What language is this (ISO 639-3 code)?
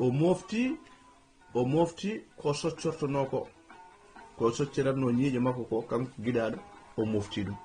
ful